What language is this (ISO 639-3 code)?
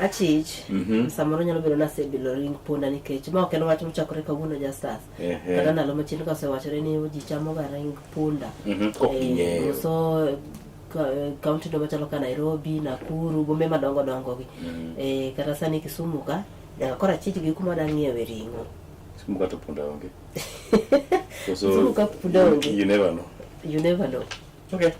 luo